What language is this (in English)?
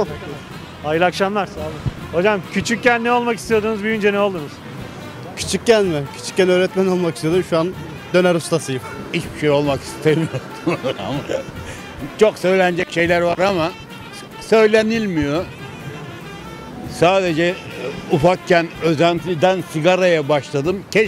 Turkish